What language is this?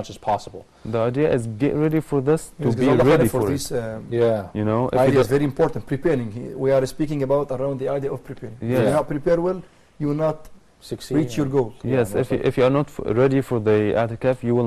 English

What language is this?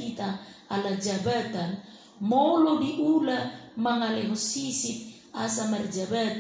Batak Toba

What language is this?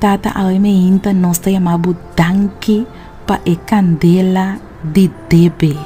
Papiamento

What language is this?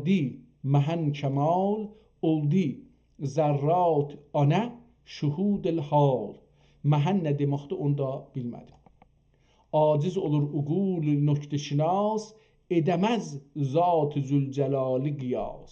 South Azerbaijani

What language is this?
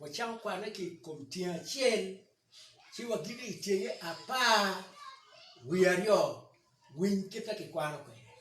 Acoli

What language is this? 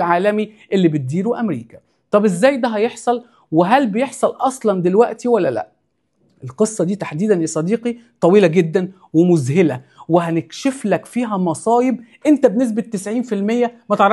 Egyptian Arabic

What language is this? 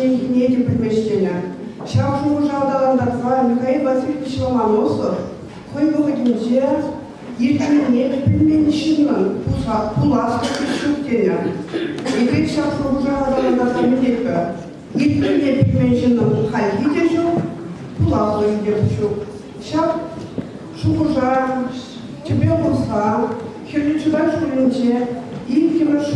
Chuvash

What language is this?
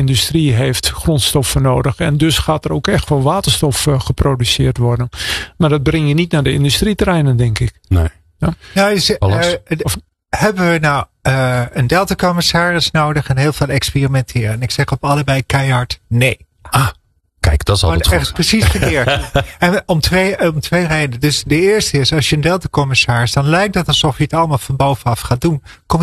Dutch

